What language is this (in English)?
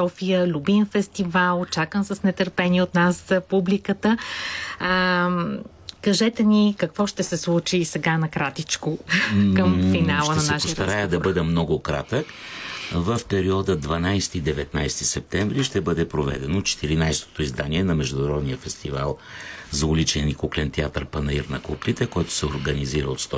Bulgarian